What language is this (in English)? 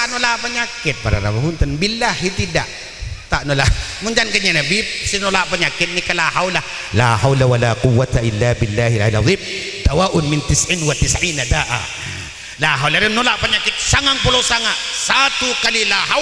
Madurese